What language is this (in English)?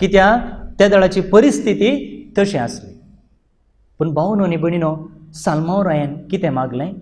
Konkani